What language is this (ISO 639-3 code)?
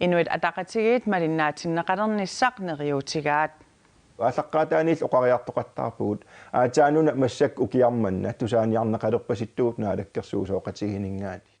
kal